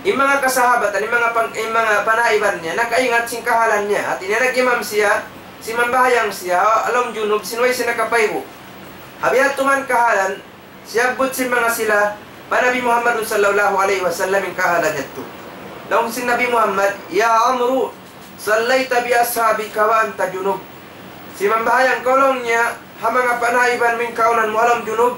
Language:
Tausug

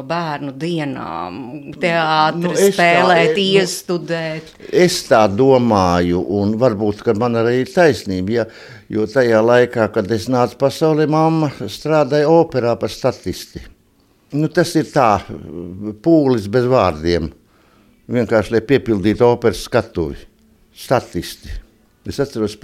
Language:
Latvian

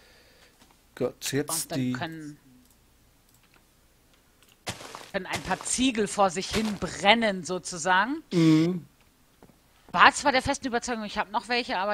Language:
German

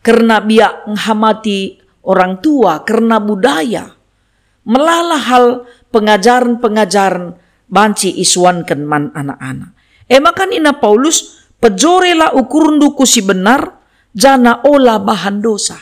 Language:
Batak Karo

